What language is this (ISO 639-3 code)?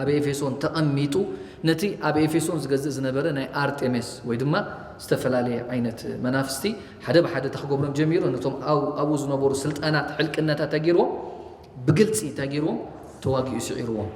tir